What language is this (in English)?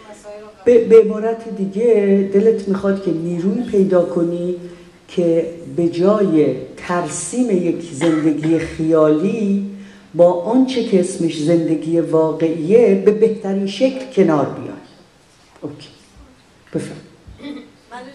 Persian